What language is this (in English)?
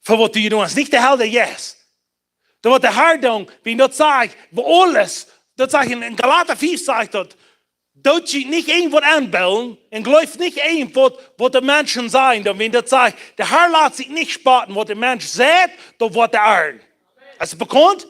Plautdietsch